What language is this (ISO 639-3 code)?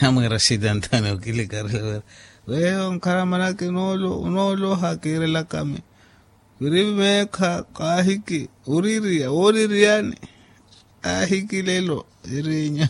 vmw